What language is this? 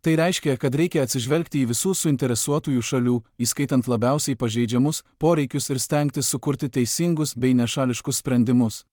Lithuanian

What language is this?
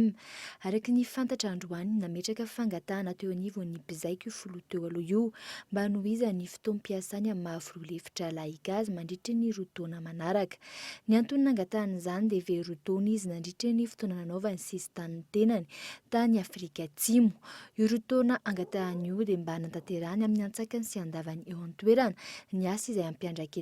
Malagasy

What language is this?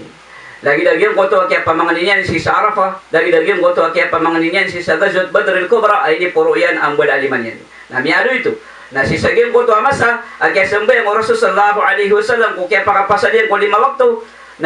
Maranao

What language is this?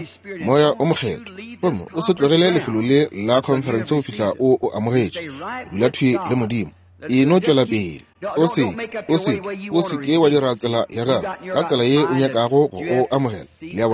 Northern Sotho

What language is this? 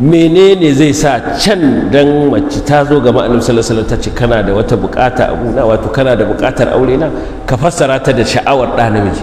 Hausa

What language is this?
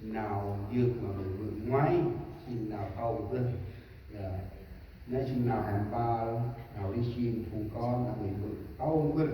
Central Mnong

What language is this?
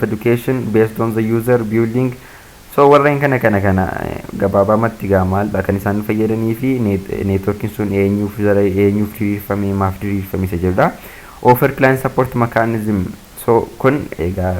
Oromo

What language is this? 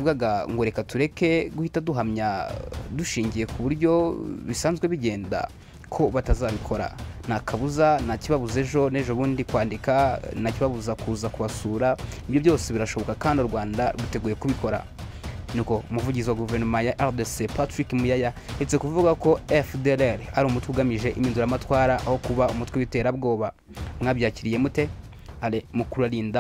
Kinyarwanda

